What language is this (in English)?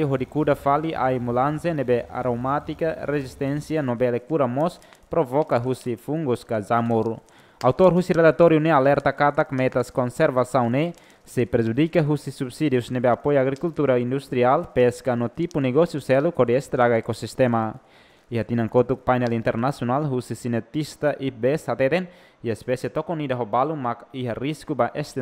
Tetum